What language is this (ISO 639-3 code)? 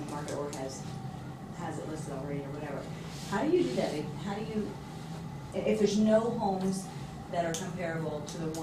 eng